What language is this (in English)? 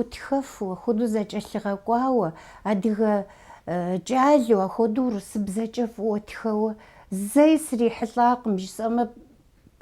Kabardian